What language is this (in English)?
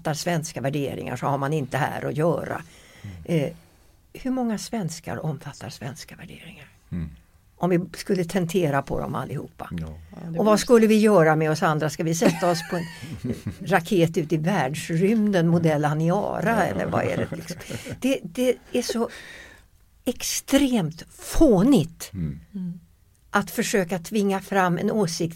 Swedish